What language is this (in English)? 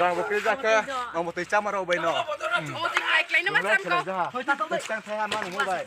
Riang (India)